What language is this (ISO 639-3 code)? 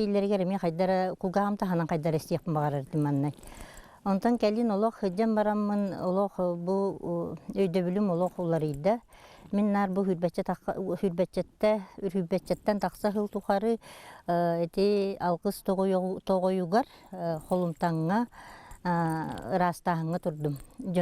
sah